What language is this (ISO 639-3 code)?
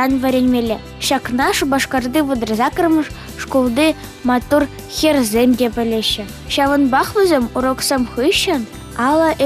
chv